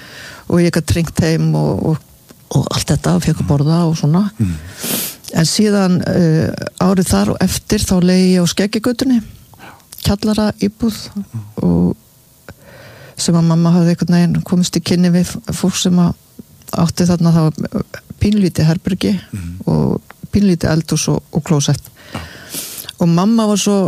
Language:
Icelandic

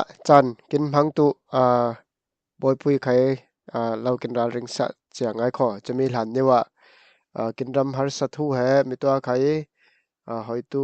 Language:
Falam Chin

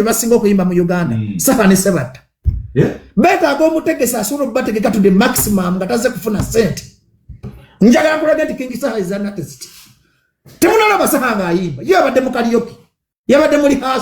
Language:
Ganda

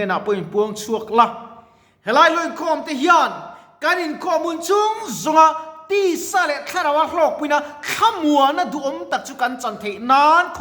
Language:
Mizo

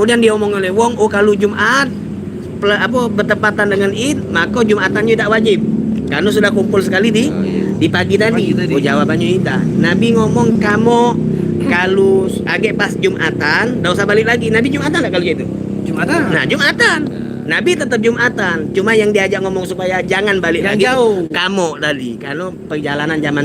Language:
Musi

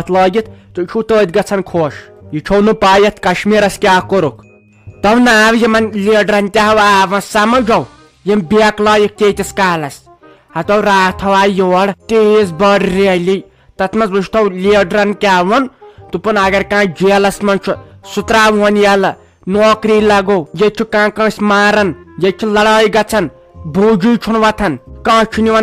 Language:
Kashmiri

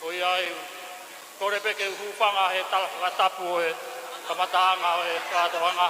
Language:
Tongan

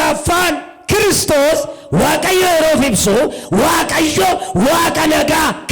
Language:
Oromo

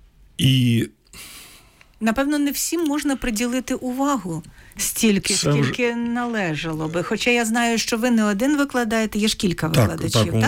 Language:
Ukrainian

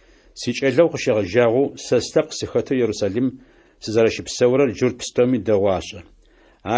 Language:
Adyghe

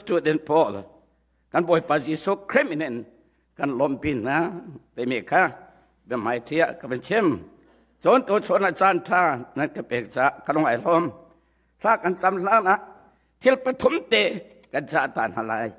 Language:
Hakha Chin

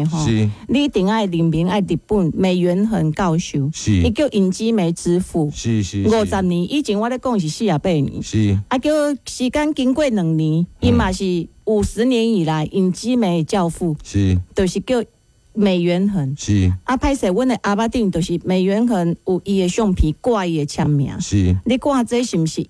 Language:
Min Nan Chinese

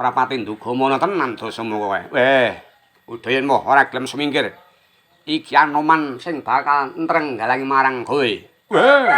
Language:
Javanese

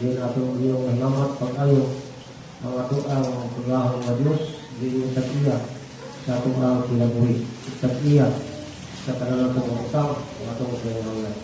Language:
Cebuano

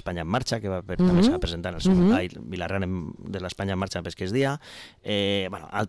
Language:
Catalan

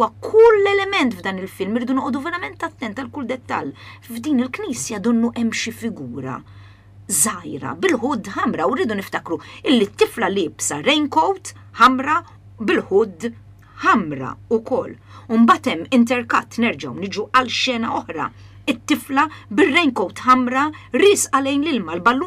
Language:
Maltese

